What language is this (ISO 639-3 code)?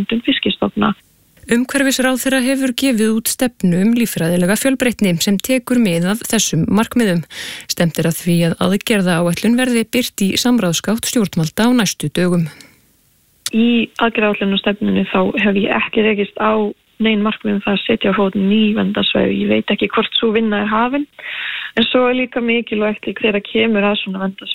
isl